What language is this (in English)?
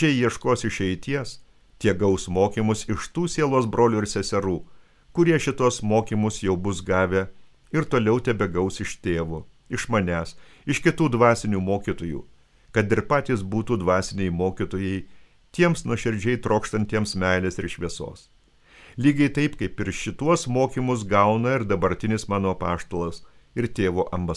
Lithuanian